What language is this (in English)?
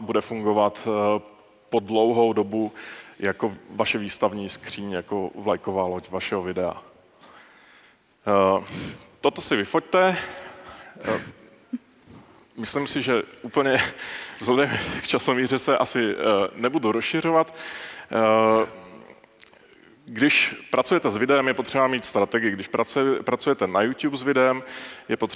Czech